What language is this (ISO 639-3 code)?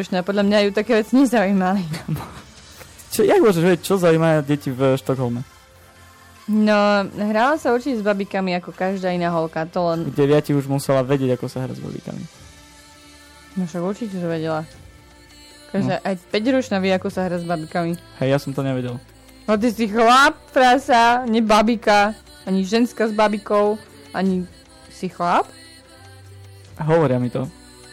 slk